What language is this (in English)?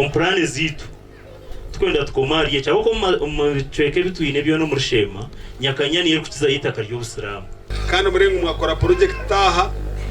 Nyankole